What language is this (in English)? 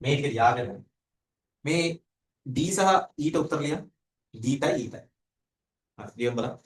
Sinhala